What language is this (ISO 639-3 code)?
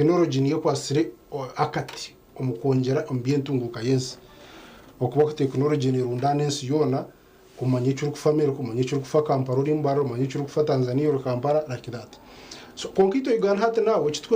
nyn